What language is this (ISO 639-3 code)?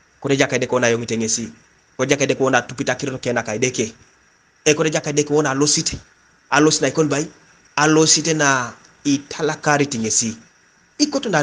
teo